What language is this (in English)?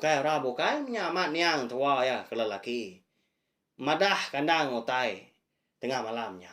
Iban